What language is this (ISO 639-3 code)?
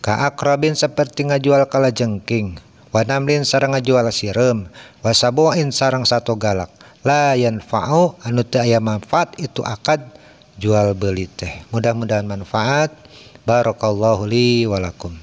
sun